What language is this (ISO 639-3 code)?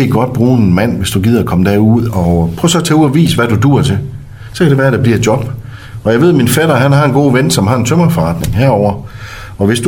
dan